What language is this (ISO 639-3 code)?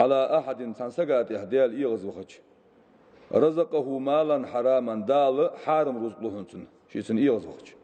inh